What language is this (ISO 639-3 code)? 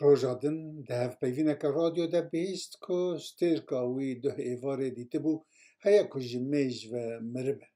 kur